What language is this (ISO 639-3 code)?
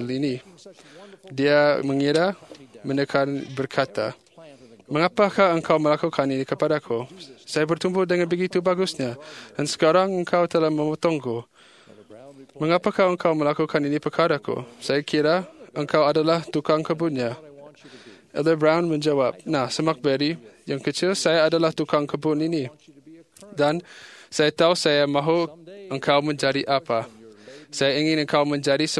msa